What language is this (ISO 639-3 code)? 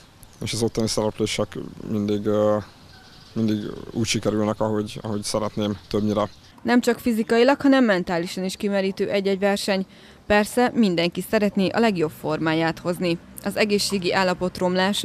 hun